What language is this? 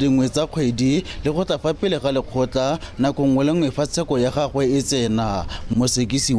Tswana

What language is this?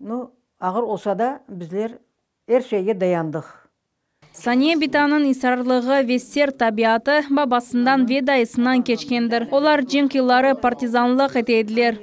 Crimean Tatar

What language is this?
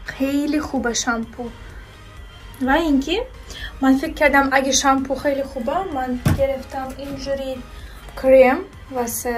Persian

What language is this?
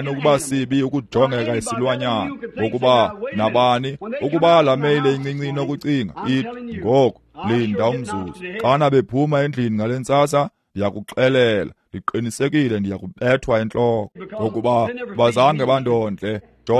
Xhosa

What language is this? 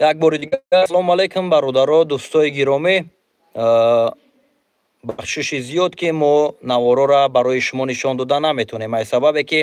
Tajik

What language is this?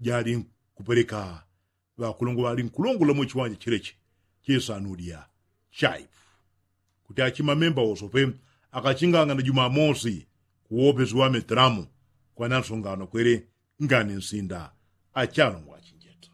Yao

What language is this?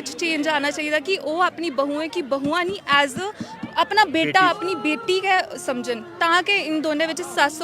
Dogri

